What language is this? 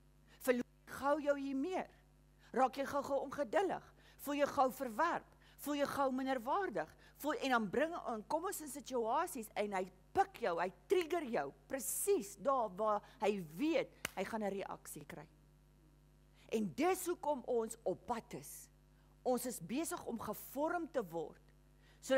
Afrikaans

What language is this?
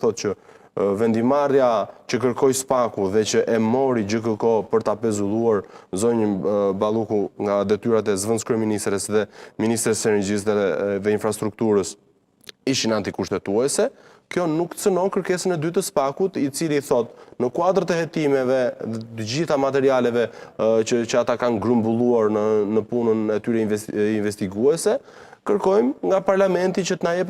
Albanian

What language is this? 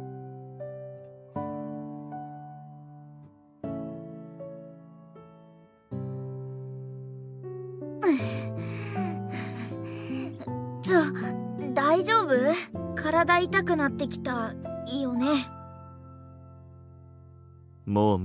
Japanese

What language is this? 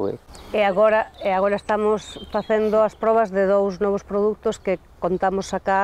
Galician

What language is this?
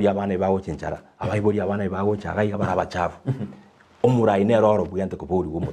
Gusii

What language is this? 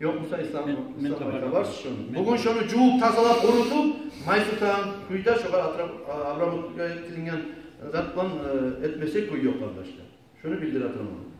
Kumyk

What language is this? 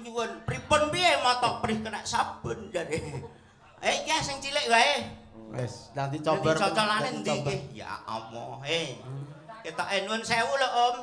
Javanese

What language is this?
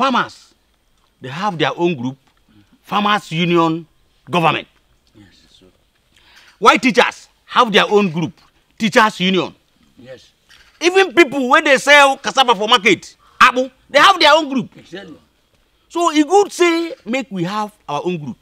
Nigerian Pidgin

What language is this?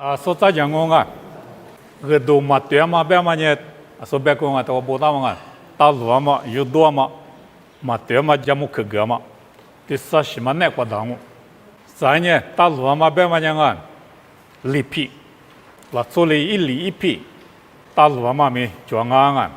Lisu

